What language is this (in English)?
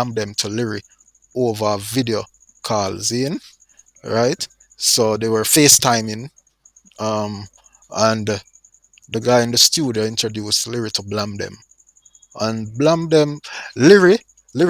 Jamaican Creole English